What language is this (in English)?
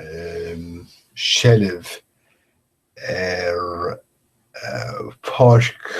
Irish